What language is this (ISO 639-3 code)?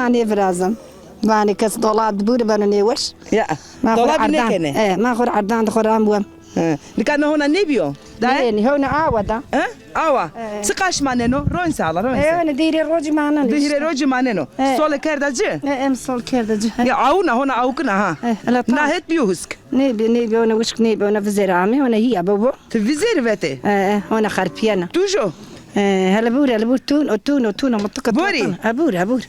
zza